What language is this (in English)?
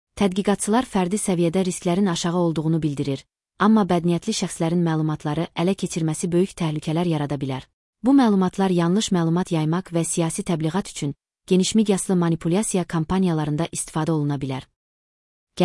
Azerbaijani